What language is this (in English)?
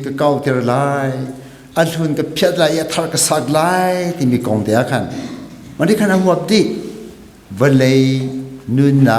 Hakha Chin